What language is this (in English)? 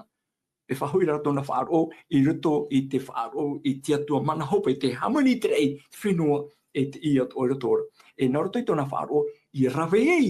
Tahitian